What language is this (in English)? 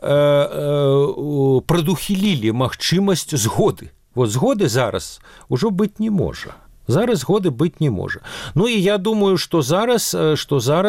Belarusian